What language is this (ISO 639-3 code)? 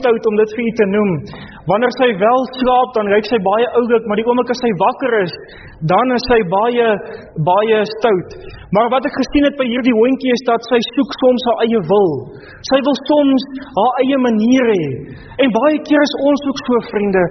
afr